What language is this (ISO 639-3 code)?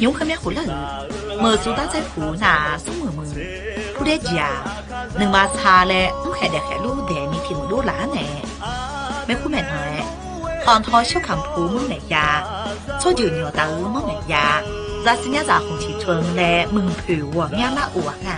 ahk